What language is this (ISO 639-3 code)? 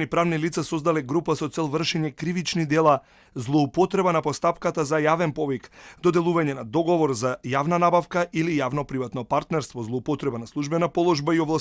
mkd